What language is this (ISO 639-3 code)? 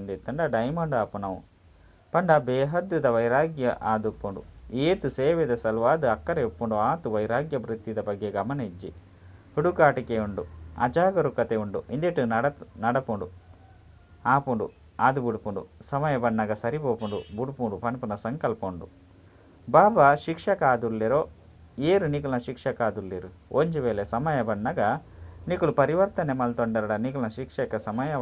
tcy